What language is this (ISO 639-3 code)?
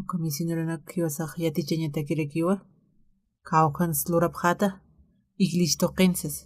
aym